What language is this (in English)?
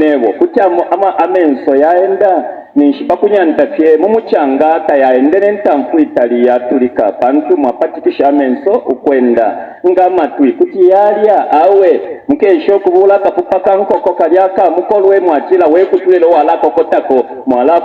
Bemba